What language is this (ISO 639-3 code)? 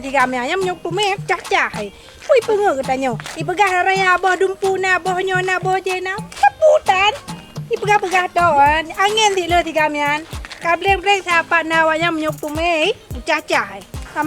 ace